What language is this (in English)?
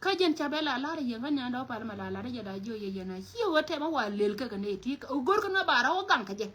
Nuer